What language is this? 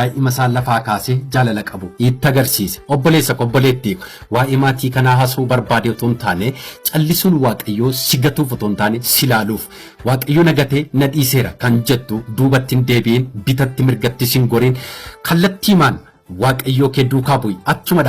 Oromo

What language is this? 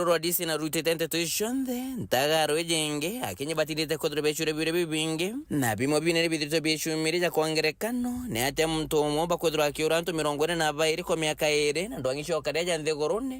Meru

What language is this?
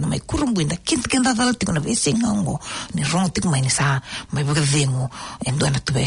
Fijian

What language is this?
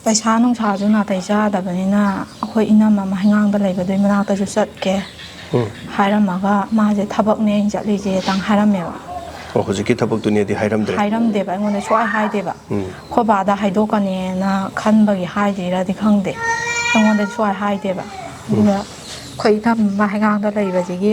Manipuri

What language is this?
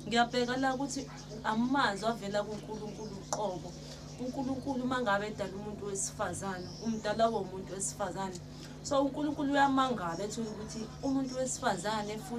Zulu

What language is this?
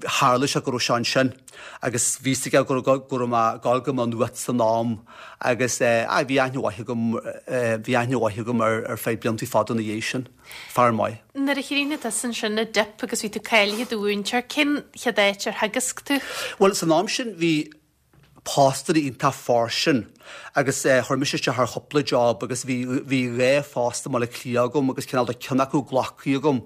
Irish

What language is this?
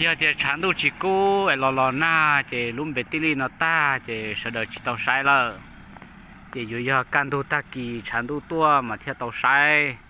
Hmong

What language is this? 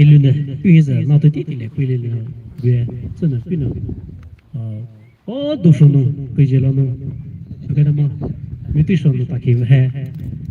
Poumei Naga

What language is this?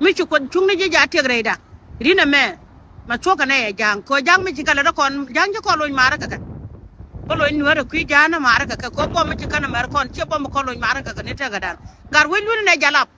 Nuer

